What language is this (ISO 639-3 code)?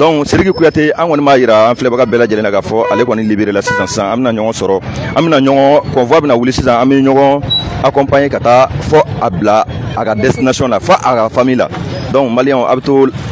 bam